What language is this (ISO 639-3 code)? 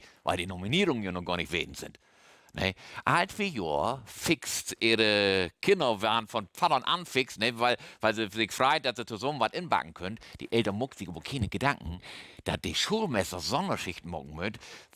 nds